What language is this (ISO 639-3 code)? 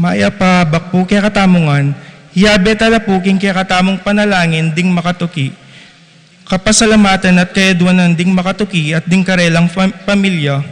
pam